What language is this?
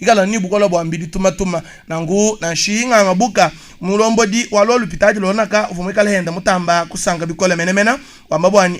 Luba-Lulua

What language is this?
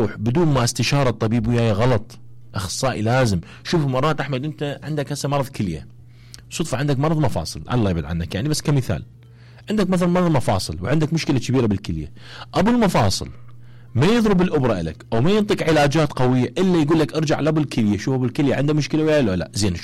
Mesopotamian Arabic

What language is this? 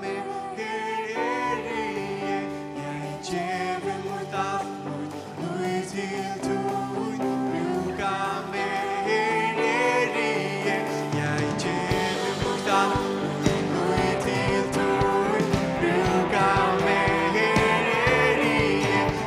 Faroese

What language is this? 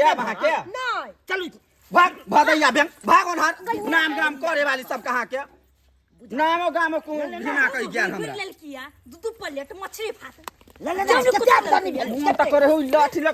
Maithili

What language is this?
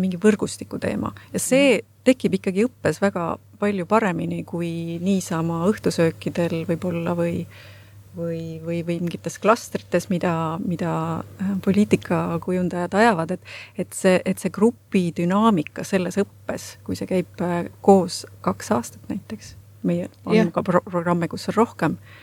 Estonian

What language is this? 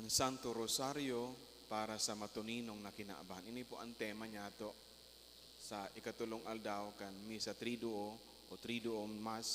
Bikol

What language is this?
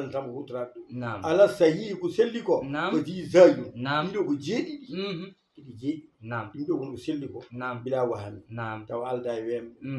Fula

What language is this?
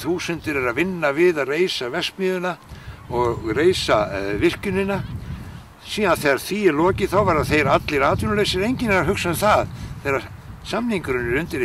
Icelandic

